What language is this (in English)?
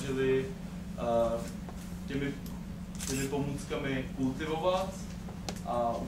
Czech